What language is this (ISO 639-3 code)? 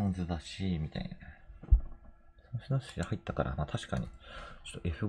jpn